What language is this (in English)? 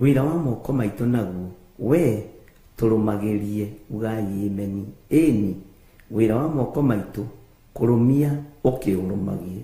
Kikuyu